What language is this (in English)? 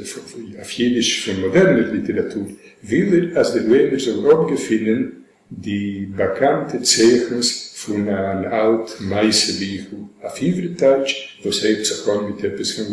Yiddish